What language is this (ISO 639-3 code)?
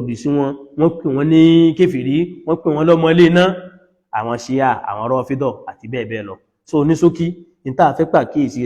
yor